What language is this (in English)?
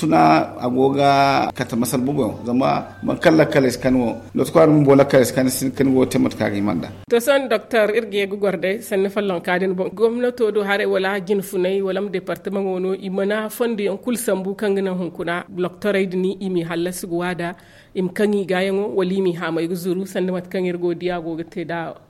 Zarma